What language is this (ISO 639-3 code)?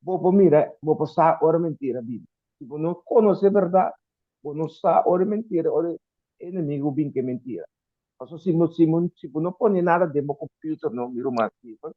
pap